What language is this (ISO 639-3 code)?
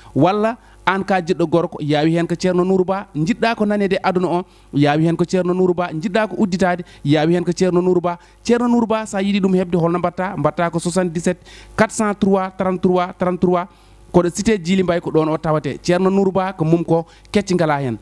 ful